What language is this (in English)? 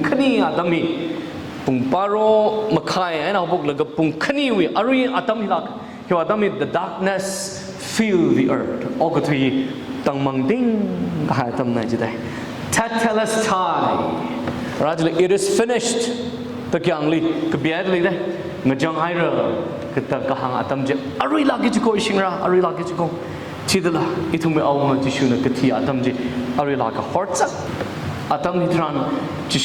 Tangkhul Naga (India)